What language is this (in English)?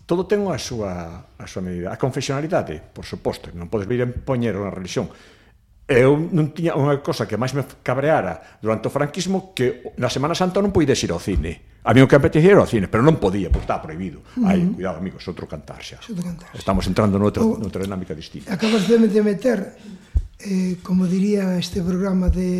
Galician